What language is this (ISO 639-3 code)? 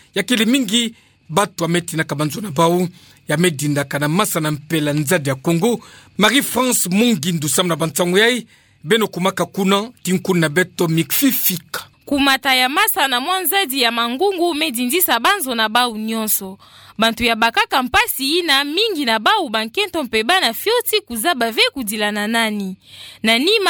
ktu